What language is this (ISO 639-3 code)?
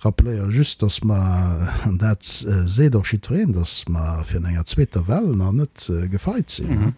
ltz